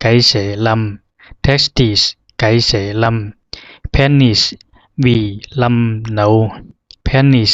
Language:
Zhuang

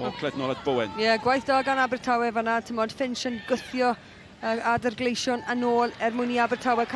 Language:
Welsh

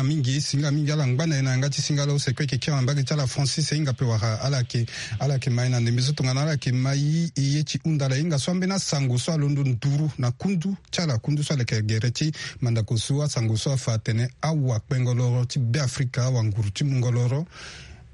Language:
Sango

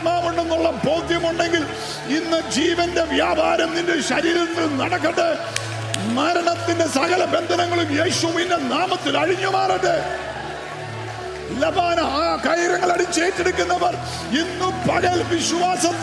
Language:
Malayalam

